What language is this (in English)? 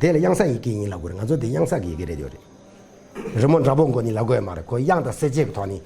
Tibetan